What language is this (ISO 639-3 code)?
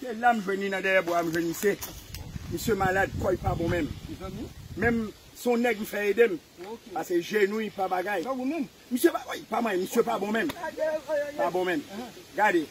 hat